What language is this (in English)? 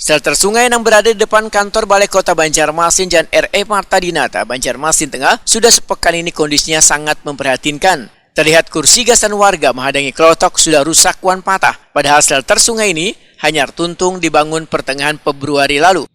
Banjar